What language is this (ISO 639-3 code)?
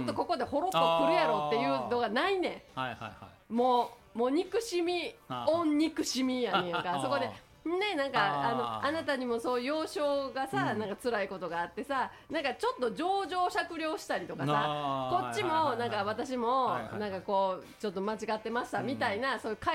jpn